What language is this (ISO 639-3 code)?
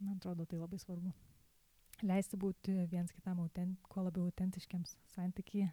lit